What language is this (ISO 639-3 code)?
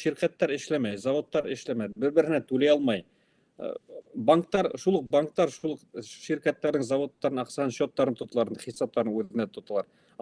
bak